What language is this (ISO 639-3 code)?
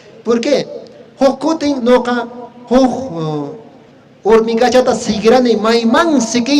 que